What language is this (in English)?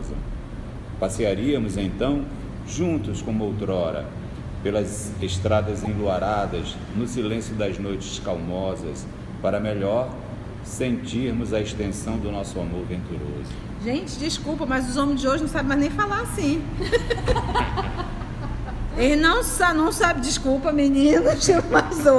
Portuguese